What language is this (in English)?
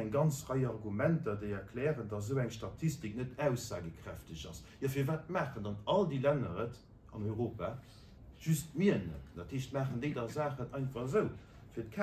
Luxembourgish